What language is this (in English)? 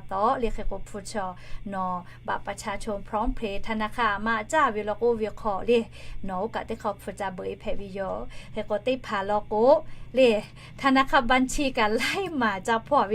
Lahu